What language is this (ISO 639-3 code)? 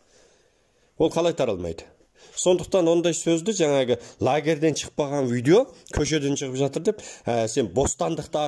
kaz